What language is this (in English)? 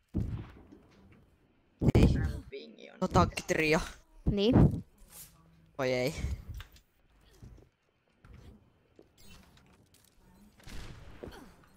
Finnish